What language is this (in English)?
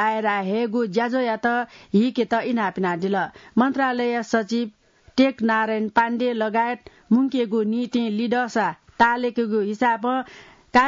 Newari